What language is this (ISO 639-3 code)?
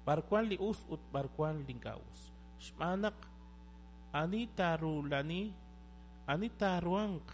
kek